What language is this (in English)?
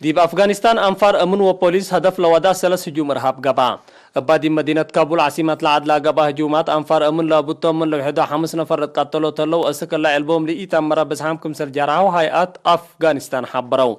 Tigre